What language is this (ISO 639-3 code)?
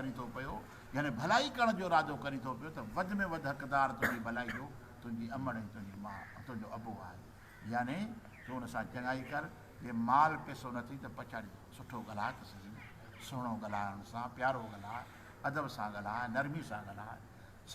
snd